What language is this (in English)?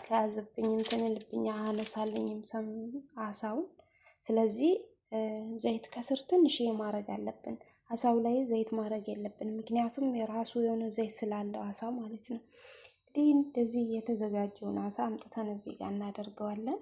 Amharic